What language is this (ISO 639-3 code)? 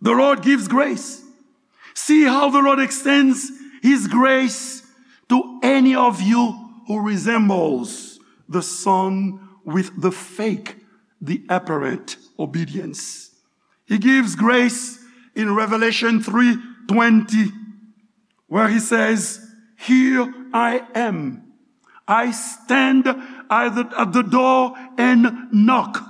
hat